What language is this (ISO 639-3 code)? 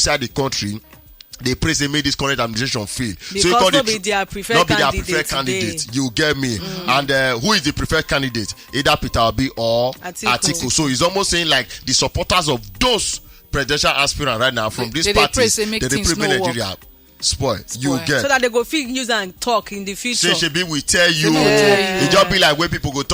pcm